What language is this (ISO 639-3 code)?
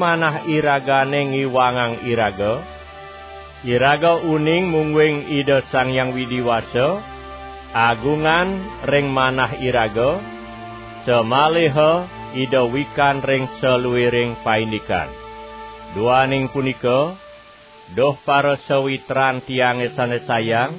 ban